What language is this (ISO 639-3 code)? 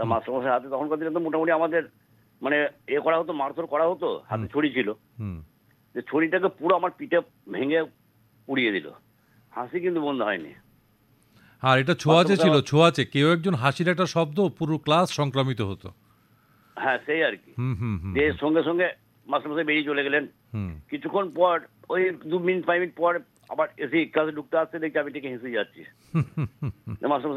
ben